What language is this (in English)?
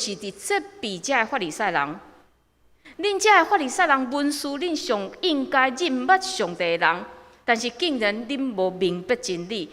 Min Nan Chinese